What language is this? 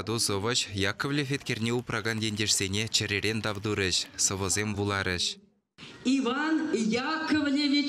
Chuvash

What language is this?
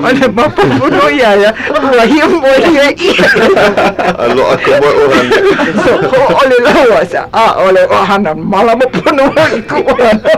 Hawaiian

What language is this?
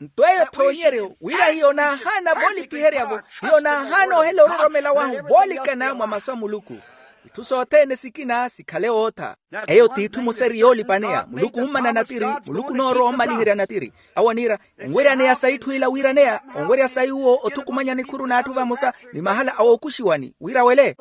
Makhuwa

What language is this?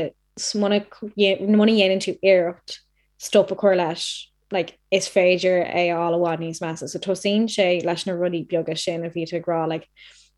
Irish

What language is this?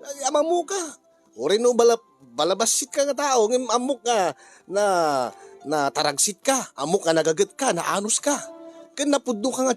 Iloko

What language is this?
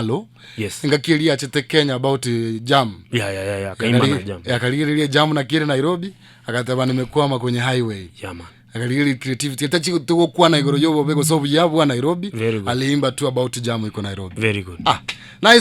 Gusii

